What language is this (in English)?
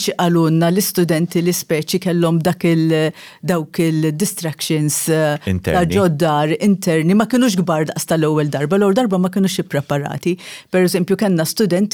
Maltese